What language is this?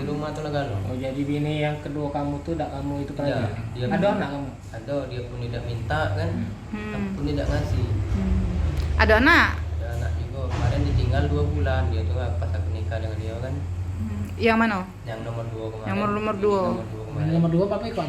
Musi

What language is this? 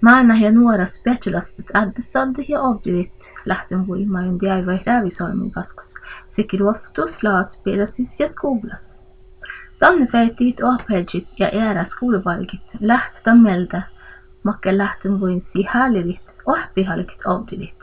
Northern Sami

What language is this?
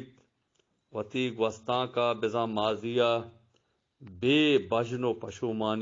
Eastern Balochi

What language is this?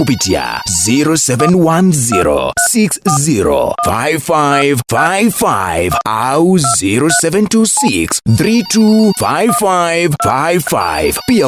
Kikuyu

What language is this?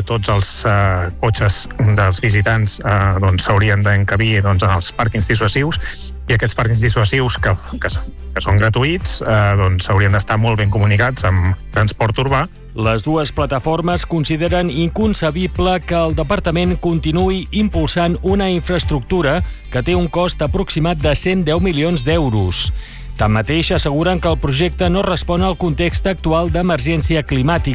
Catalan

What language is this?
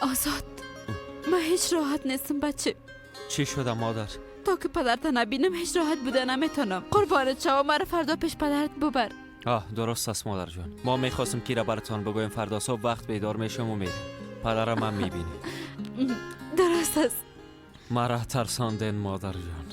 Persian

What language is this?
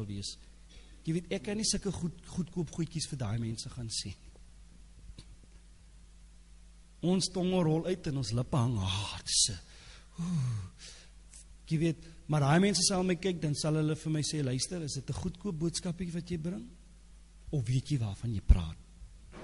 Afrikaans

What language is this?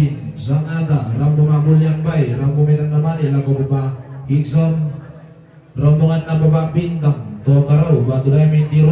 Toraja-Sa'dan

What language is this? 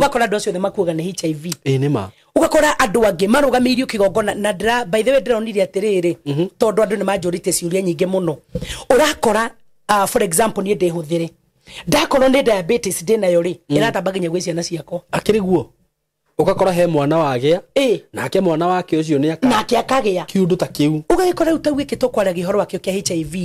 Kikuyu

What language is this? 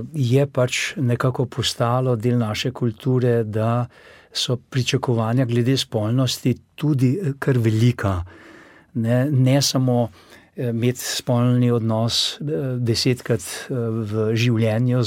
Slovenian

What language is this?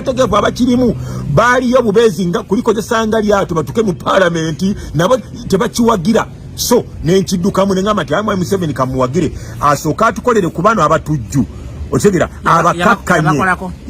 Ganda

